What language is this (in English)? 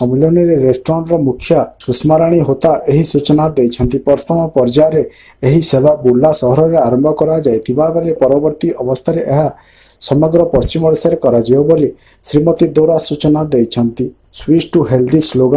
Odia